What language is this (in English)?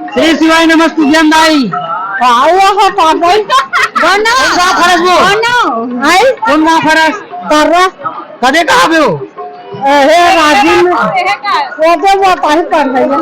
Chhattisgarhi